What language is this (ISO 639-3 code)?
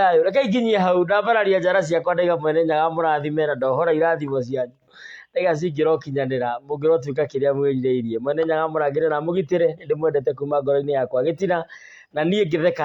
kik